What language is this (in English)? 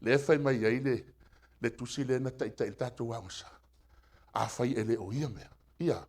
Samoan